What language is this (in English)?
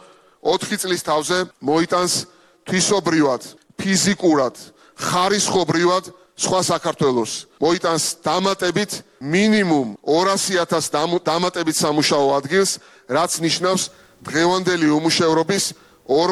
Georgian